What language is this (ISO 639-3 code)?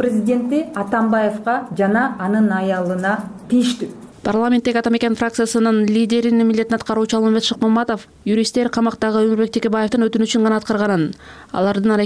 kir